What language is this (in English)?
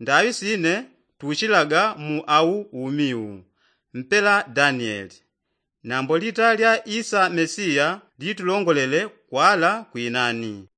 Yao